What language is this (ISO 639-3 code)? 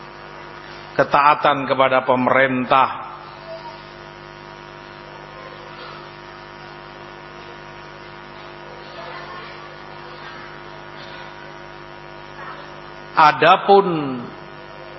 ind